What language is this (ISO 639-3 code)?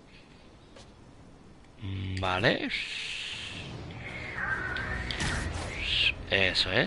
spa